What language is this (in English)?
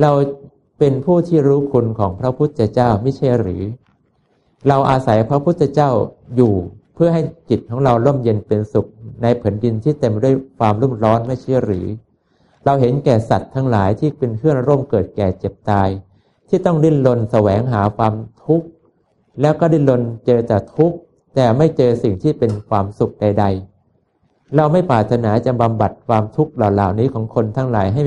Thai